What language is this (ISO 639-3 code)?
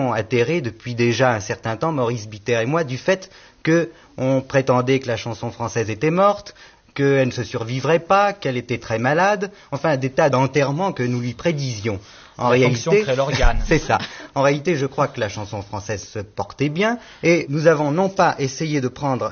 fra